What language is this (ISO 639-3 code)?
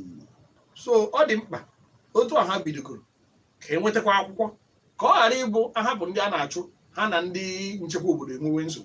ibo